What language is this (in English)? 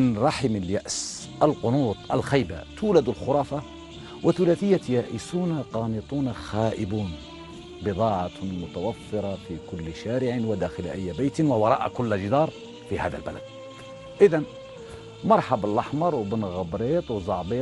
Algerian Arabic